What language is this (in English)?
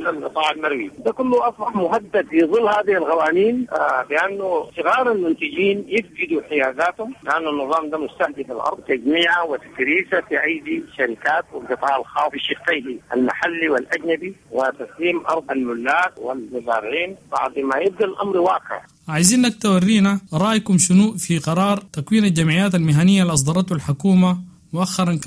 Sudanese Arabic